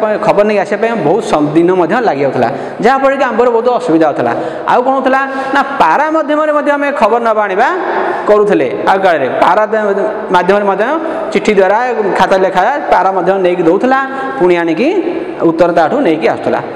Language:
Odia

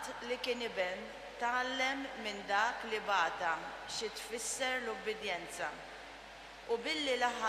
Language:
Maltese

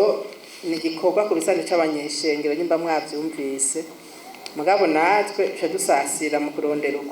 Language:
Rundi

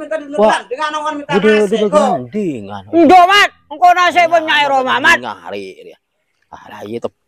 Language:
Madurese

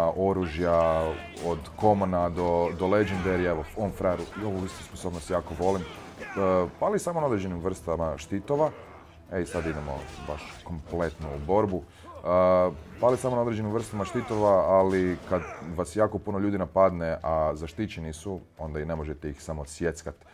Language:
Croatian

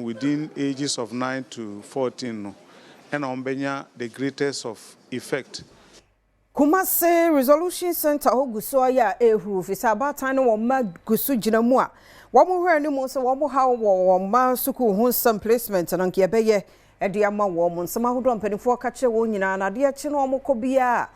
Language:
Akan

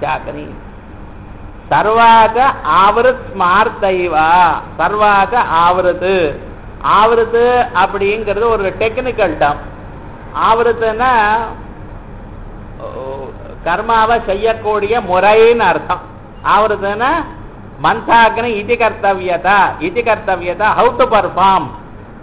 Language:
Tamil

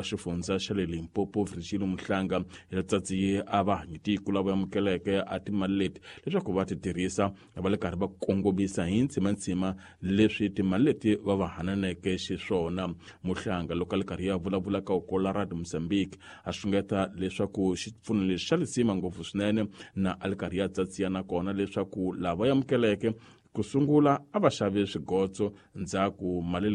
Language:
Tsonga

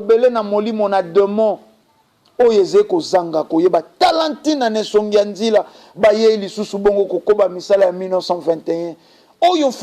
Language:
Lingala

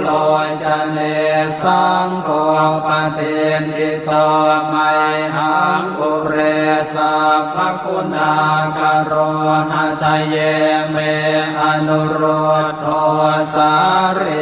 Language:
Pali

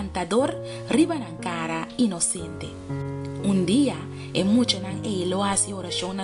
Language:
Papiamento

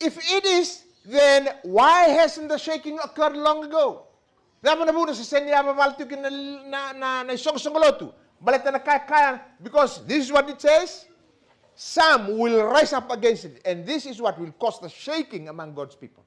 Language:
Fijian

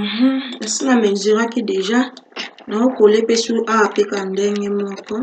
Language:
Lingala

